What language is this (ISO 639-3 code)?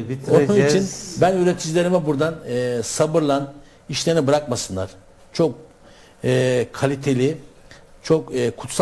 tur